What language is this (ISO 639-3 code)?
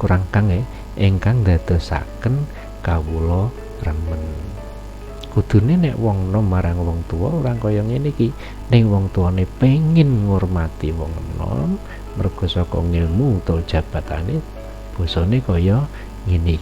jav